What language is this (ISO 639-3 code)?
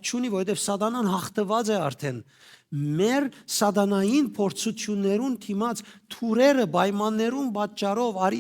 hyw